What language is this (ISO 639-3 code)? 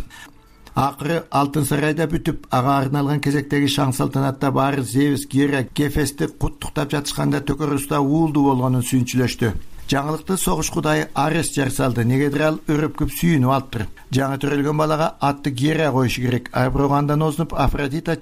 kir